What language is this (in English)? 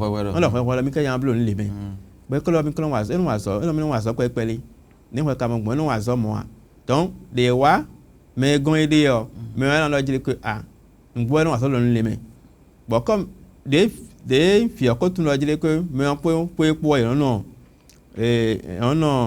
Fon